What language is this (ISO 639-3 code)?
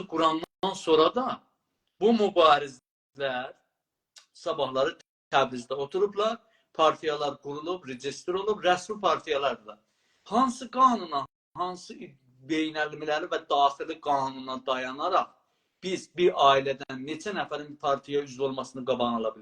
azb